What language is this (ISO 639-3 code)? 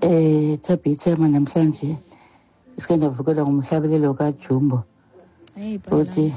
xho